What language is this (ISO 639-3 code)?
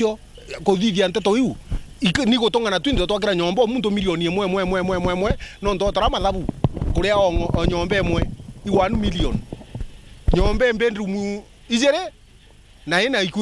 mer